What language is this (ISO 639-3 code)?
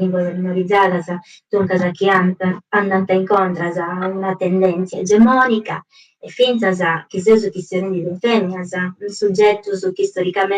srd